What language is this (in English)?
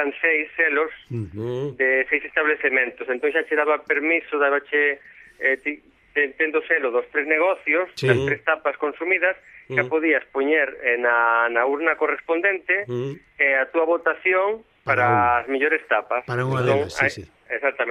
Galician